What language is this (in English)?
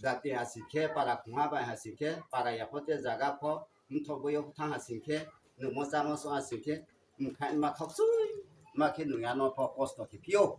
Riang (India)